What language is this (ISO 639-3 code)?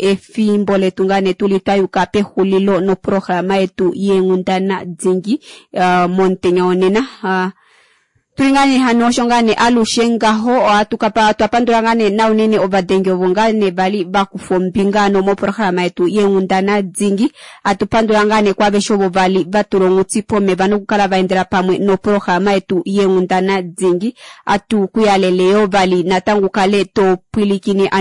kua